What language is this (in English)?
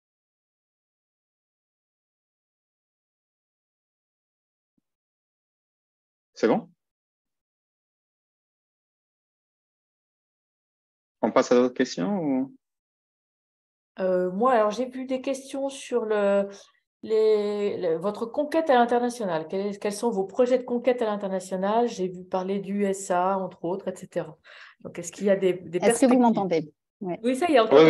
French